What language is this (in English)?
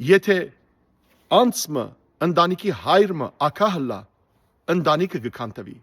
Western Armenian